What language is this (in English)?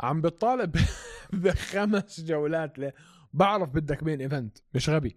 North Levantine Arabic